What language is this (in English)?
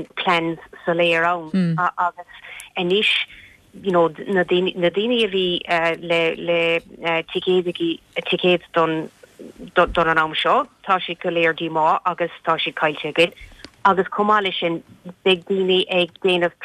Irish